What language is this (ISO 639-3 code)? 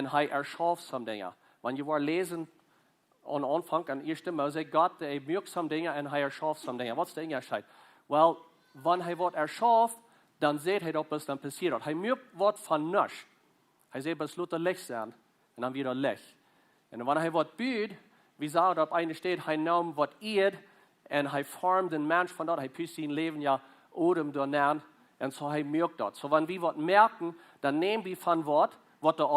pdt